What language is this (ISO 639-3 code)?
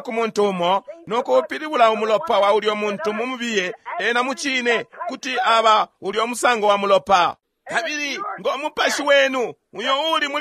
bem